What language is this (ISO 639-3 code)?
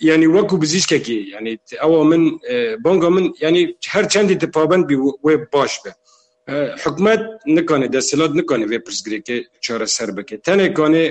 kur